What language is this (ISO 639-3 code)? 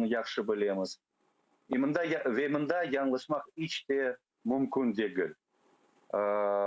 crh